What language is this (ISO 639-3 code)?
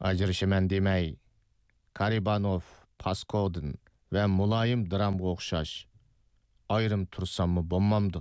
uig